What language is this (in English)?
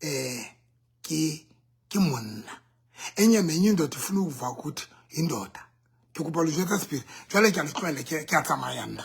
Southern Sotho